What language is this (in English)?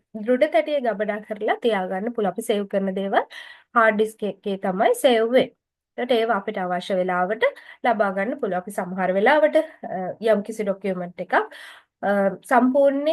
Sinhala